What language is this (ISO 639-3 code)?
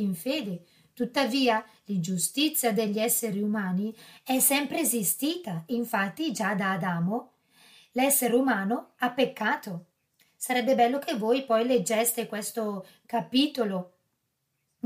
ita